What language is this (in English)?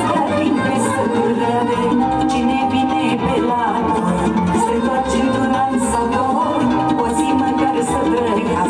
Romanian